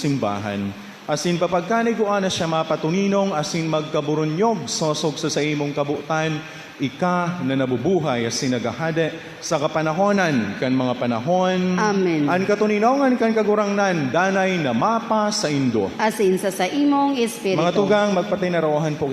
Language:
Bikol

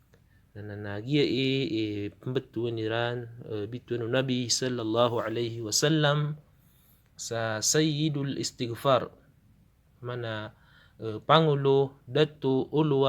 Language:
Maranao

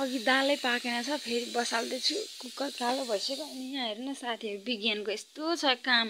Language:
Nepali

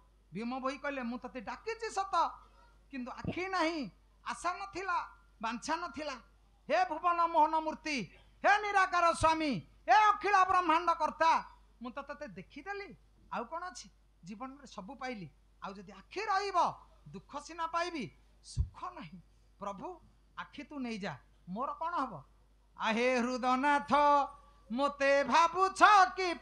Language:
Odia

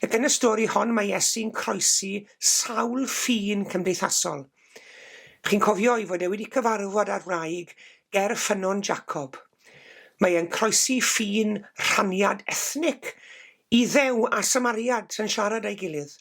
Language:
Welsh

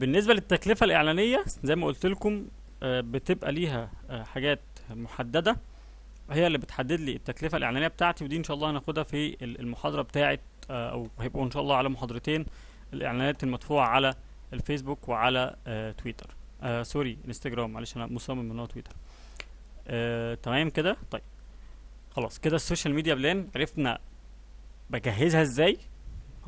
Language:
Egyptian Arabic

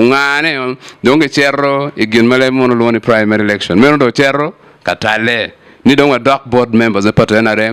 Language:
Acoli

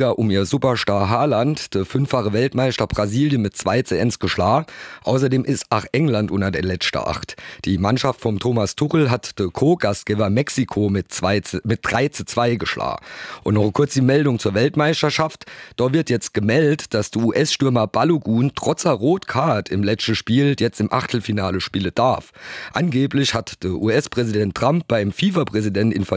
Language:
German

